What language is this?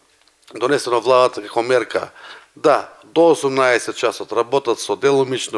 Macedonian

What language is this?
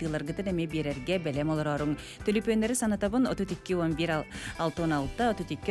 Yakut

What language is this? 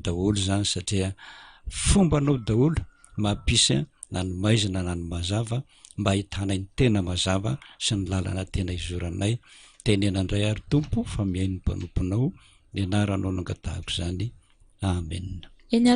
Malagasy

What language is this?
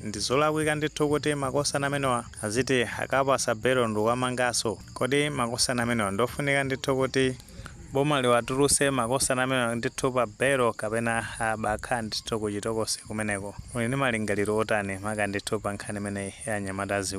Nyanja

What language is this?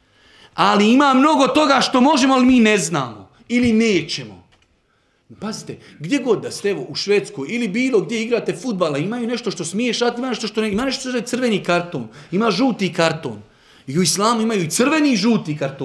Bosnian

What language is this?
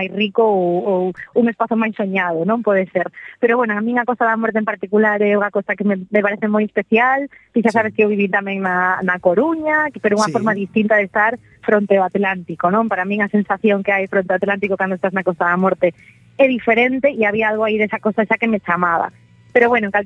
Galician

